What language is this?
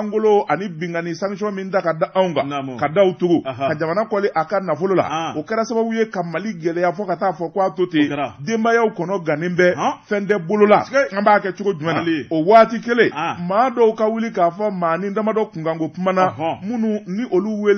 Bambara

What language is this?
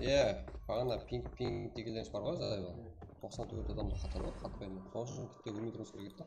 Kara-Kalpak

